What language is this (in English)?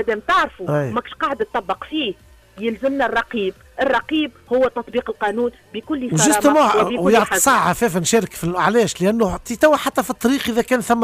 Tunisian Arabic